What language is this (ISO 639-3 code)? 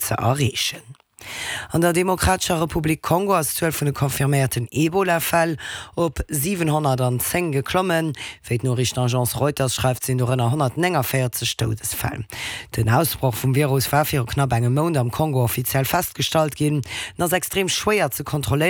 ltz